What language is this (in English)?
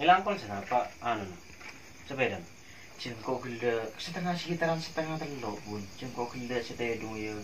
Madurese